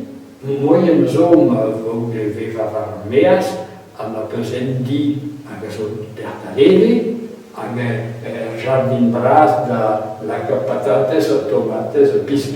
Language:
Breton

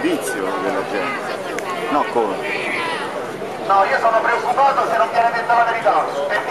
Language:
Italian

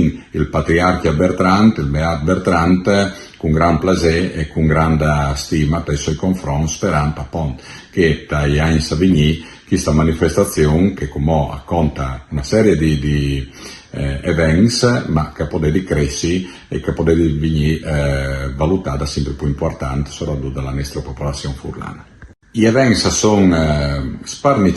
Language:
Friulian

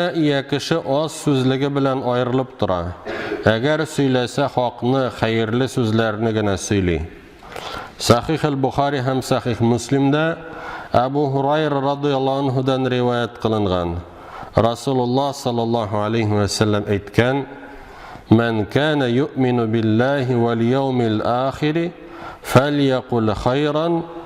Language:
Tatar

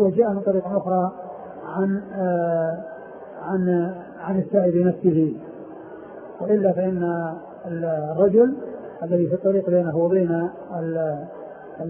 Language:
Arabic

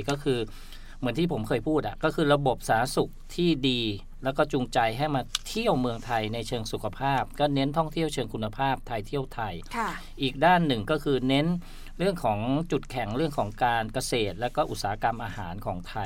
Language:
Thai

